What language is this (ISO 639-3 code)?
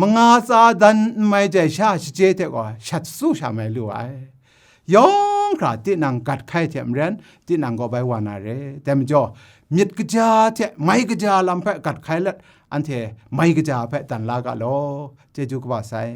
kac